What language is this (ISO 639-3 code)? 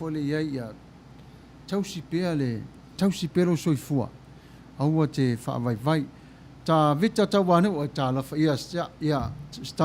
smo